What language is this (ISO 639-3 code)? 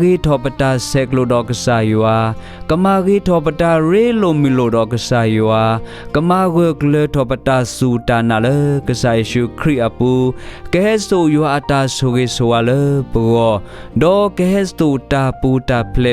ksw